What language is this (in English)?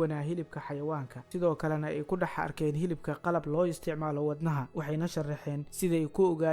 Somali